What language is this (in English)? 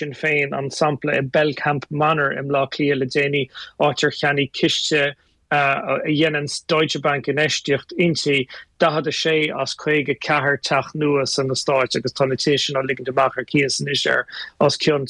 Irish